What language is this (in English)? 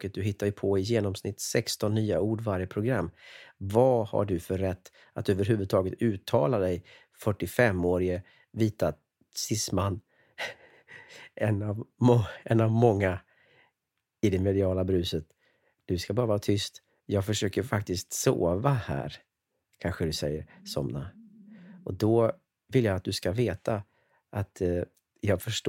Swedish